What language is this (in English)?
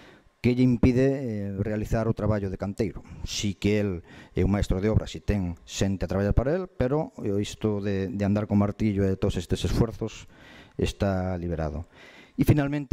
Galician